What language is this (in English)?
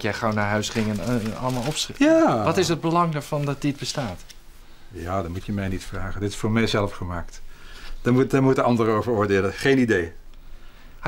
Dutch